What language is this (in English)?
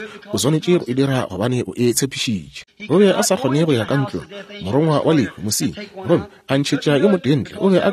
Northern Sotho